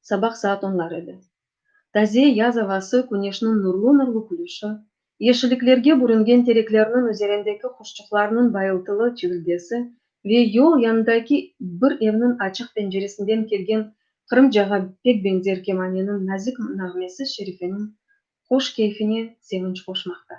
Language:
Crimean Tatar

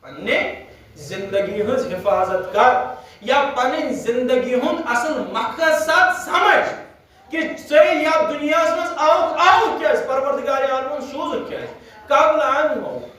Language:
Kashmiri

